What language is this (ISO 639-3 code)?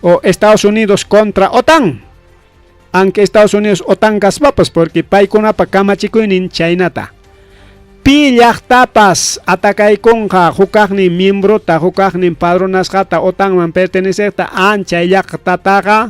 quy